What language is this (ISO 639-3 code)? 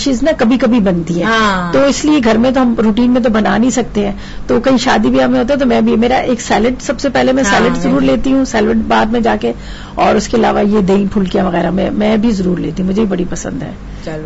urd